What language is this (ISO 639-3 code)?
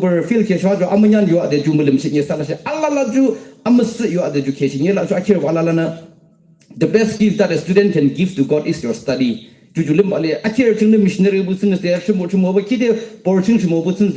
yim